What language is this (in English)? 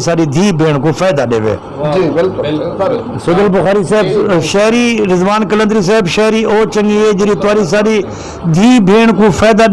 Saraiki